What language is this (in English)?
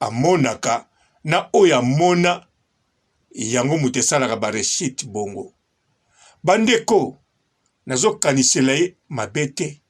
Lingala